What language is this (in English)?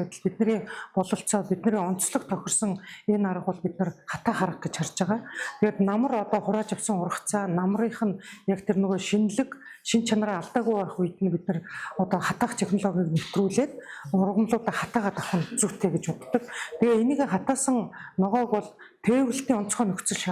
Mongolian